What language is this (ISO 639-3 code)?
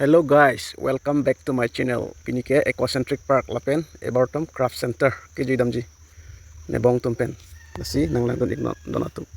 mjw